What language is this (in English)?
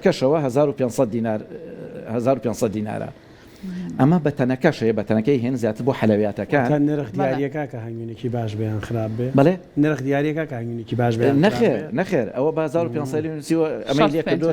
Central Kurdish